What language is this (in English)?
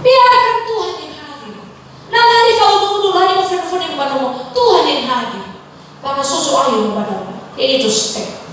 Nias